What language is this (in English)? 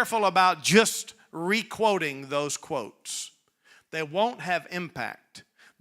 English